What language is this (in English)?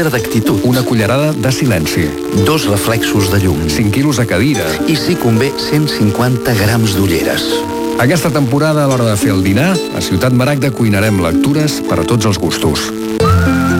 Catalan